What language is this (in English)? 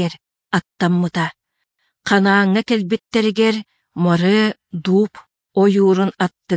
Yakut